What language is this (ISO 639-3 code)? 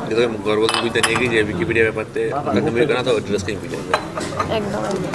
sat